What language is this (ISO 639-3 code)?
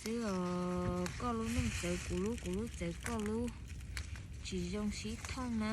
hmn